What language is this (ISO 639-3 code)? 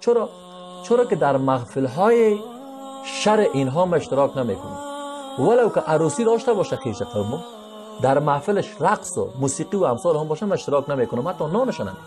fas